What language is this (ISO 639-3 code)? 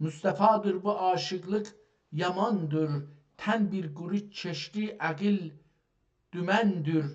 azb